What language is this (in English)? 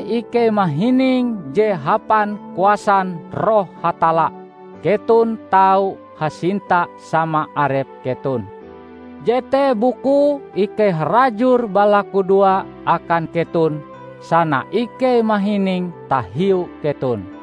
Ngaju